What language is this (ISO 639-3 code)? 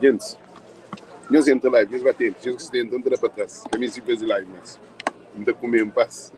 kea